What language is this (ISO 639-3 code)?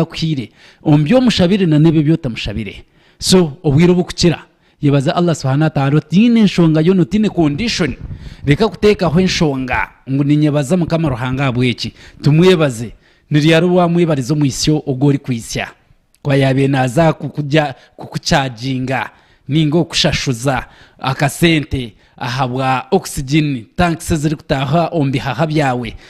nyn